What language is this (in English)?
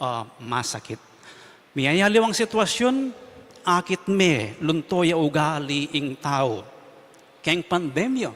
Pampanga